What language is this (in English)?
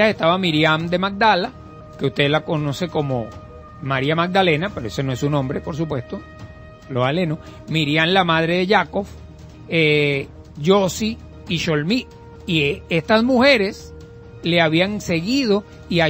Spanish